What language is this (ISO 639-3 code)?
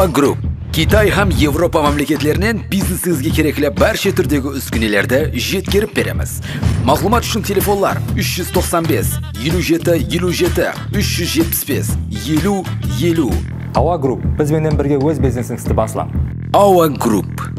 kaa